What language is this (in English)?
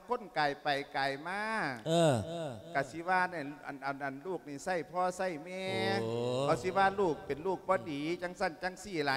Lao